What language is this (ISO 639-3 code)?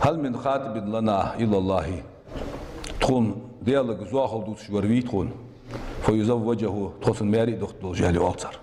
inh